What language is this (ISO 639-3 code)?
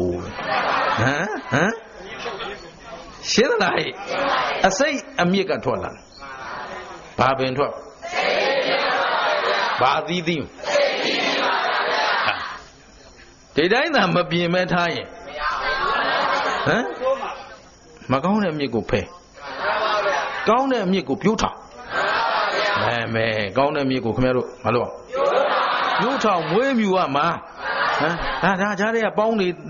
mya